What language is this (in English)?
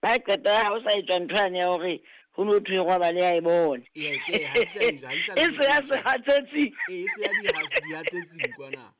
Southern Sotho